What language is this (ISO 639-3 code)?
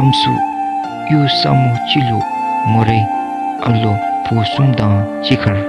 dzo